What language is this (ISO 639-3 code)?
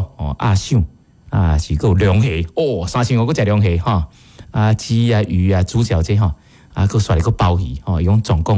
nan